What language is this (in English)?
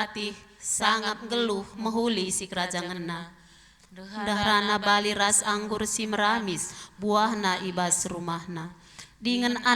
Batak Karo